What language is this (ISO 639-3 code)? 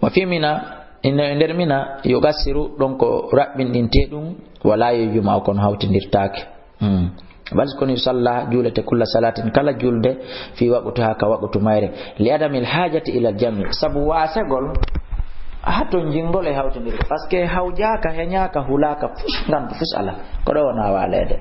ful